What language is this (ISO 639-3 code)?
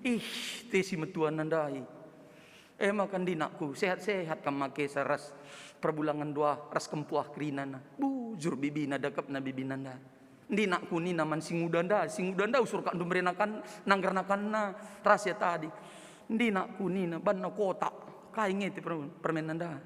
btx